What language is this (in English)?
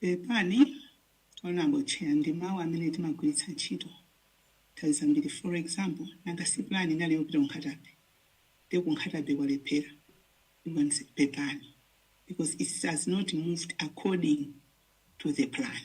Nyanja